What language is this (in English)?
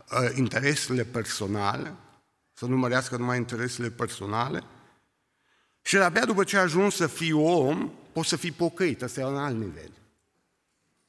Romanian